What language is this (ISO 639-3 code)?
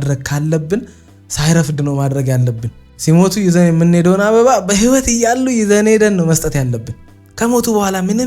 amh